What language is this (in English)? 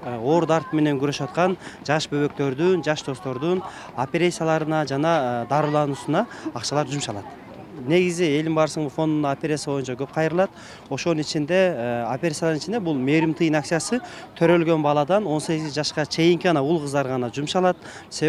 Kyrgyz